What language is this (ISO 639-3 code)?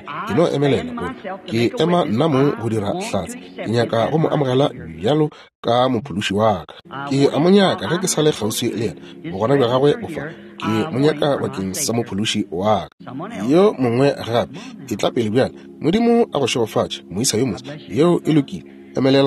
nso